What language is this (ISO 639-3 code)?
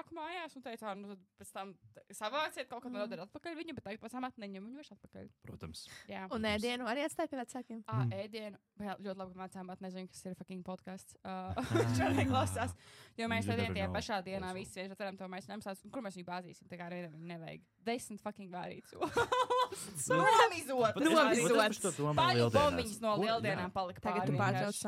lav